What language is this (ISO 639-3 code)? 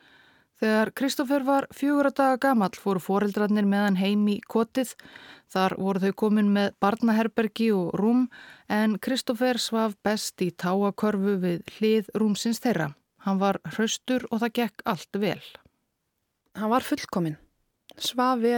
isl